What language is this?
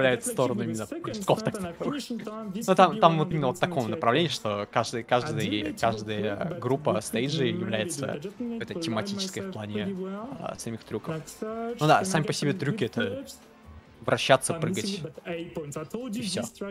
Russian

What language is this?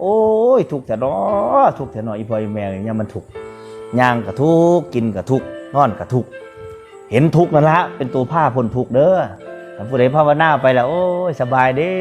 Northeastern Thai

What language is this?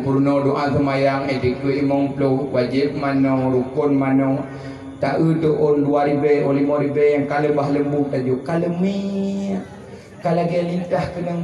Achinese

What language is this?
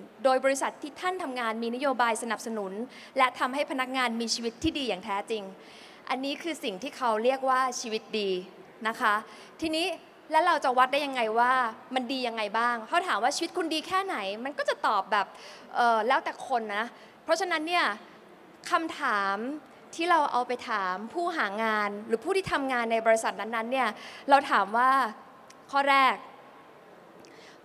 Thai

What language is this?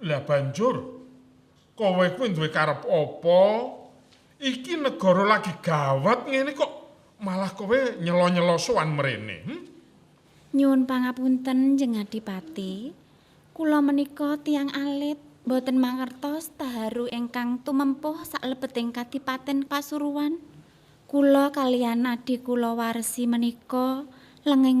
Javanese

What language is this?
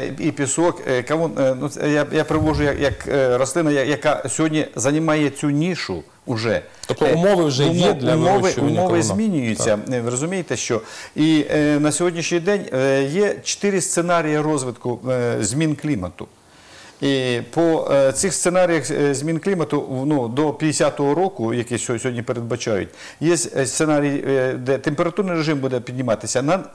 Ukrainian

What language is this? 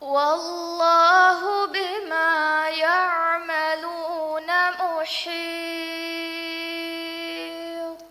Divehi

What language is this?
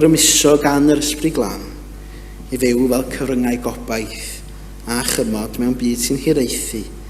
Welsh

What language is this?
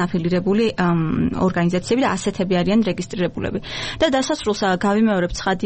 Georgian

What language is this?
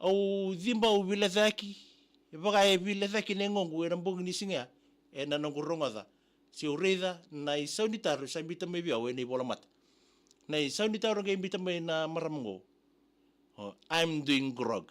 Fijian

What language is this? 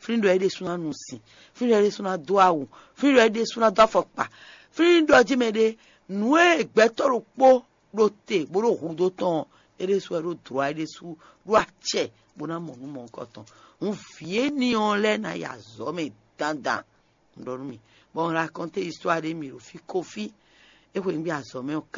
Fon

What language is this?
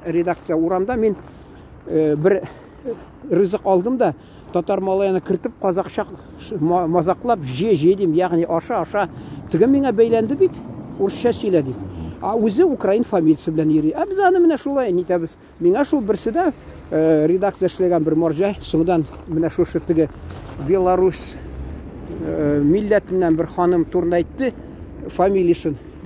Tatar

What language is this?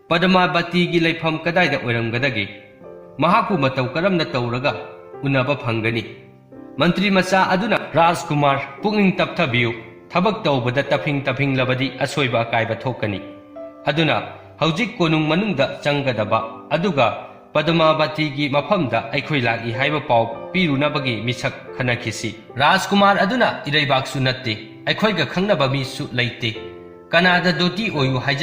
Manipuri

